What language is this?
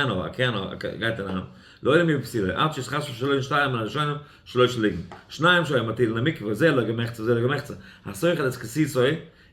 Yiddish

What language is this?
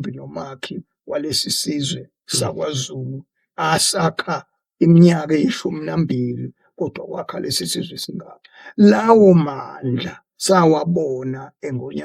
Zulu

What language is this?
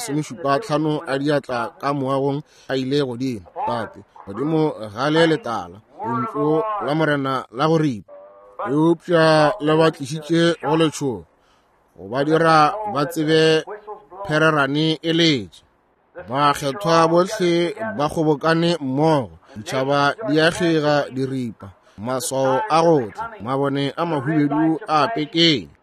Northern Sotho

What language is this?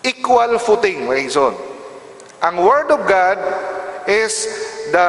Cebuano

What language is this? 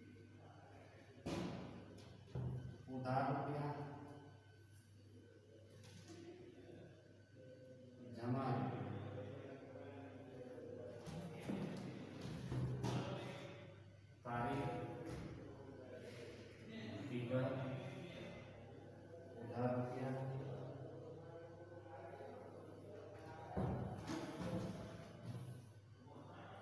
Gujarati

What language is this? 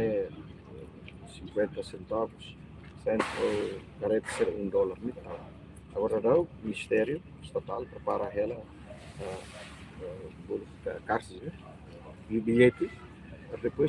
Tetum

